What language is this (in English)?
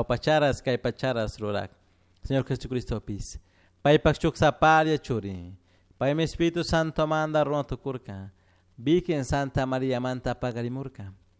Chimborazo Highland Quichua